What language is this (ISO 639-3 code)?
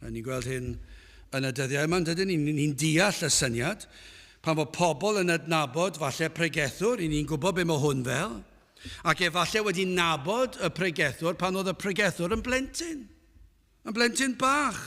cym